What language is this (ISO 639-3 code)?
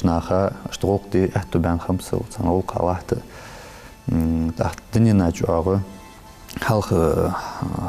inh